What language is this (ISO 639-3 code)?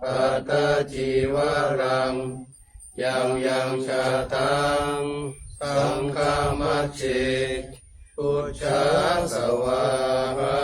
pli